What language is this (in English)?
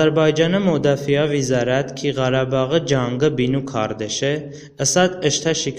Talysh